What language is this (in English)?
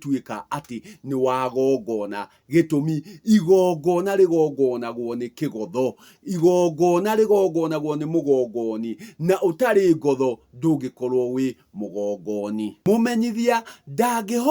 Kikuyu